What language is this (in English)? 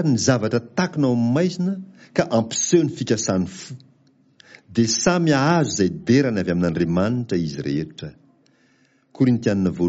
Malagasy